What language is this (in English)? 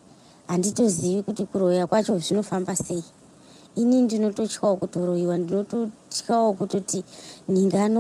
Shona